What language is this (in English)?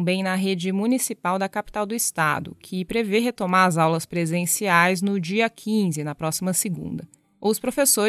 Portuguese